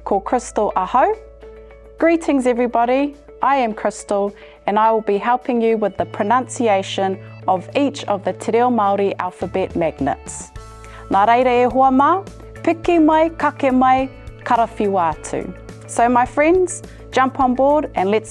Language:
Māori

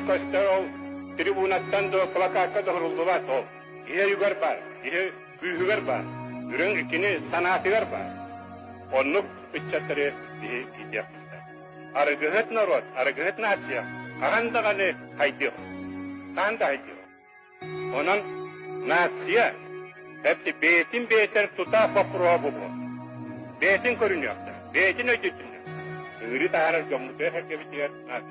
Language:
Yakut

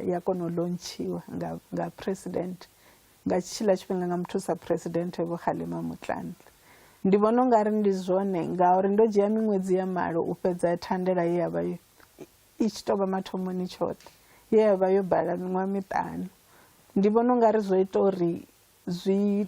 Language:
Venda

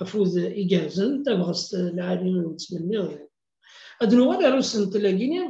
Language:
Kabyle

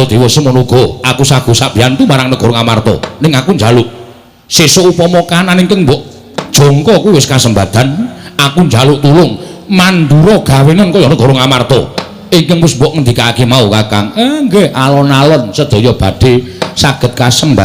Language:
Javanese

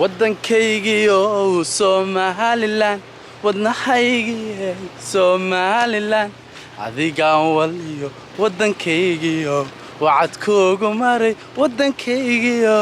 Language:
Somali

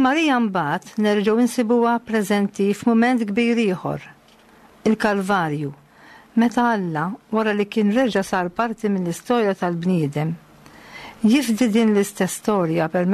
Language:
Maltese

